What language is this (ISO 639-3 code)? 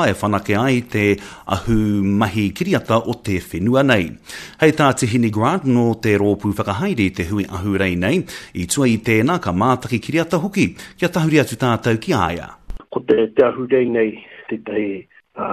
mri